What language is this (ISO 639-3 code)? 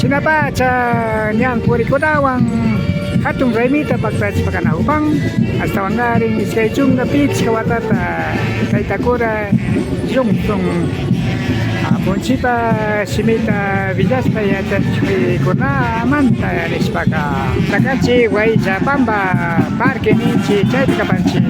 qvi